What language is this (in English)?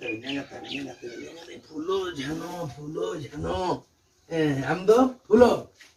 Santali